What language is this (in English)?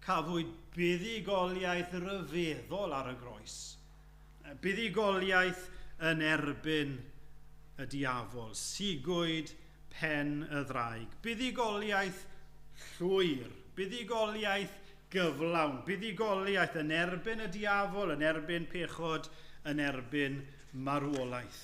Welsh